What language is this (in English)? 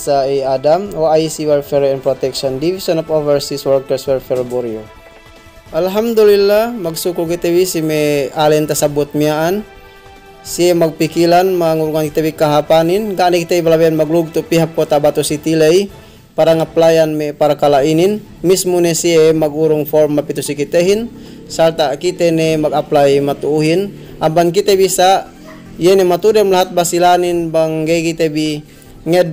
Yakan